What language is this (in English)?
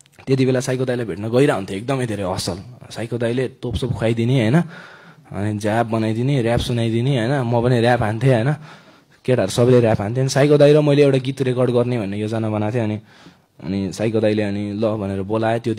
Nepali